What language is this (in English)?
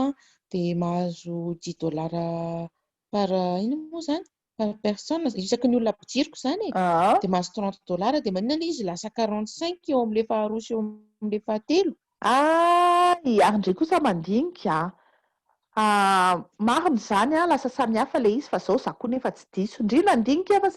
Malagasy